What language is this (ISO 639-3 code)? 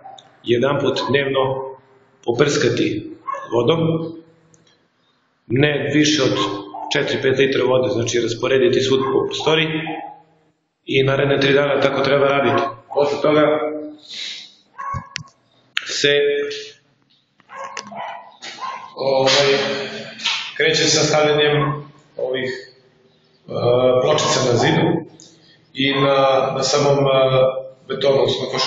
srp